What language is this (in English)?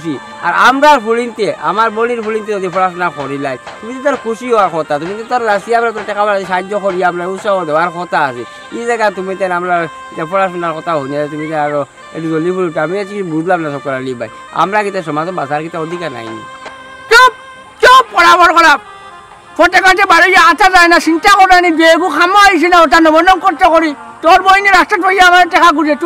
Sylheti